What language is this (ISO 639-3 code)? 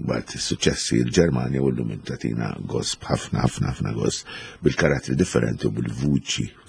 mlt